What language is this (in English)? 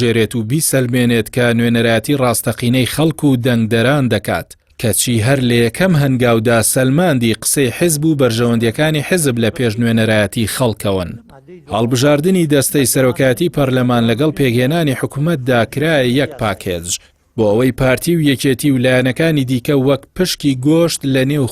Central Kurdish